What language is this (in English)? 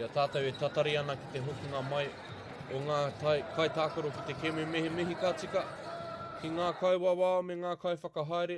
Māori